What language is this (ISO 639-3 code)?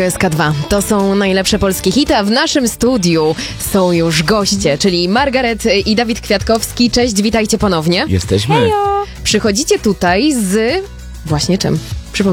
pol